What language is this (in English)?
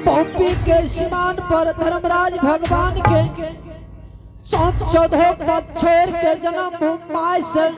Angika